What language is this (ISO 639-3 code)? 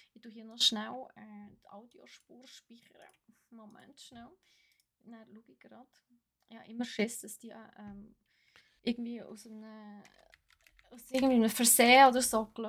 gsw